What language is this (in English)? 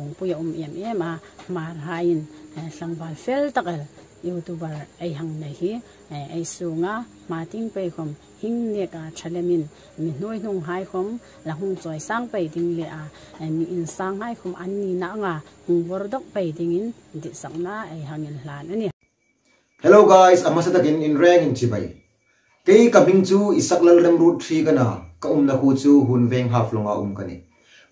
Hmar